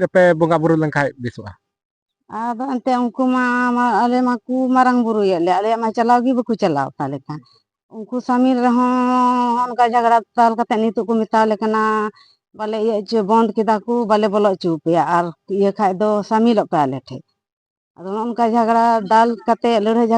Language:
Santali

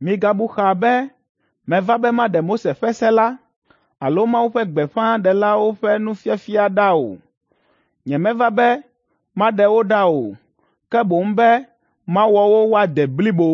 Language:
Ewe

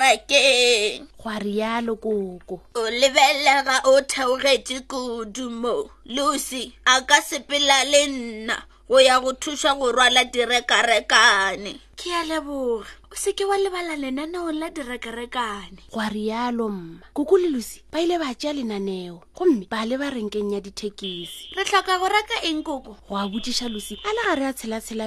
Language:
Northern Sotho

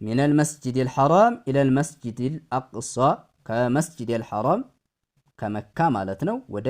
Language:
Amharic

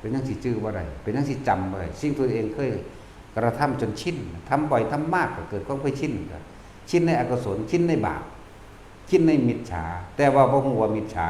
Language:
Northeastern Thai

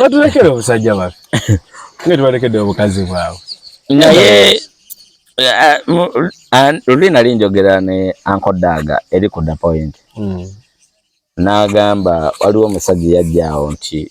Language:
Ganda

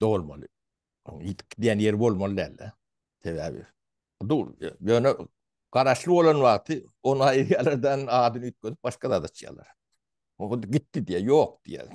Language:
Turkmen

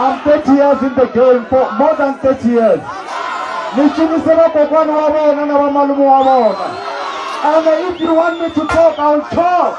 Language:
Tsonga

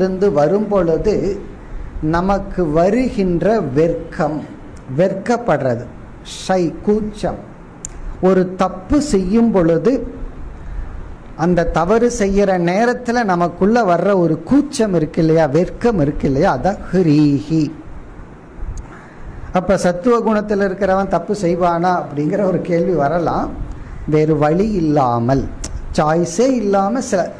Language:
Tamil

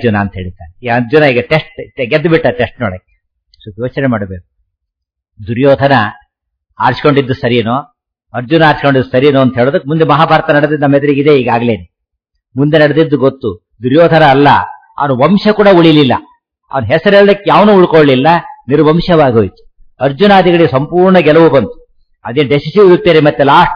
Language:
Kannada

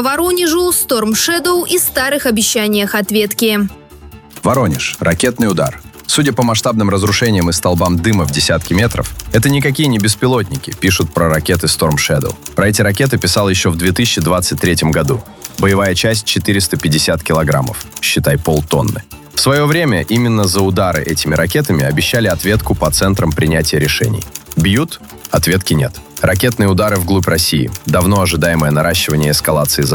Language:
Russian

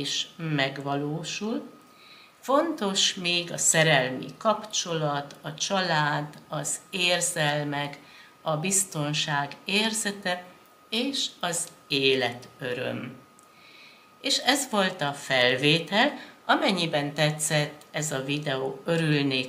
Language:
Hungarian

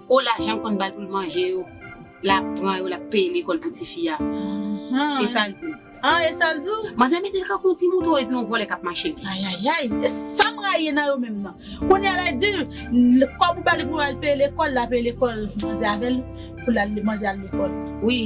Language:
Haitian Creole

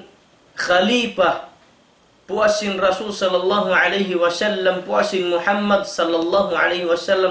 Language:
Tausug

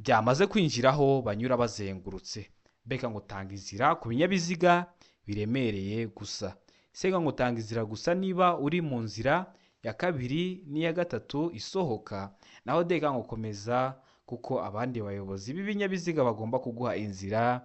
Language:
Kinyarwanda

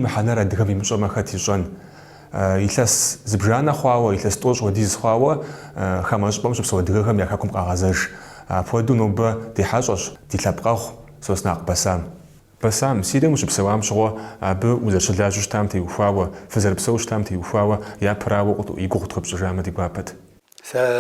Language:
Kabardian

